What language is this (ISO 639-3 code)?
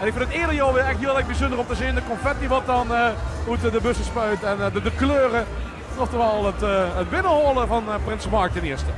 lim